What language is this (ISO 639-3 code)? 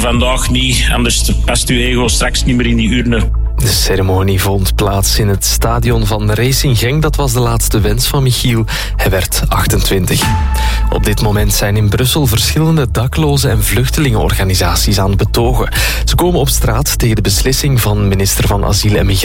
nld